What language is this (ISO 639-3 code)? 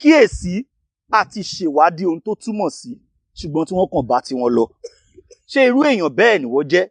yor